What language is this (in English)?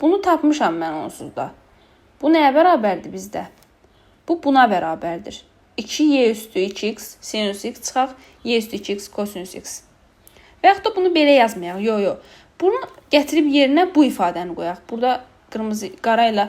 Azerbaijani